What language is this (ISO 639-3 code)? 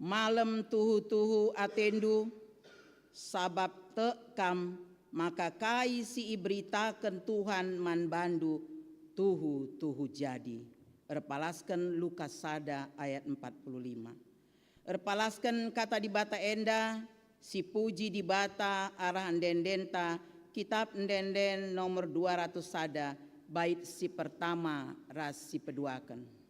btx